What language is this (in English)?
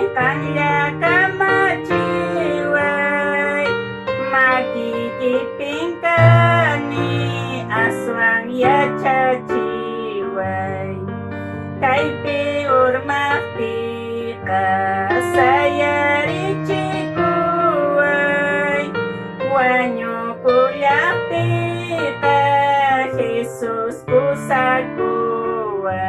Ayacucho Quechua